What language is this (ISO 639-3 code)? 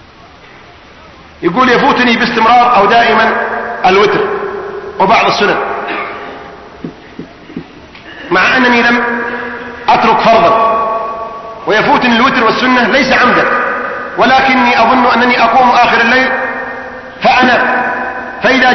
ara